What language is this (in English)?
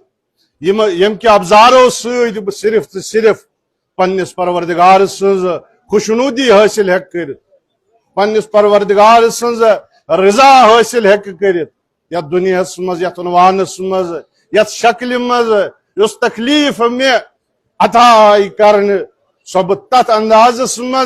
Kashmiri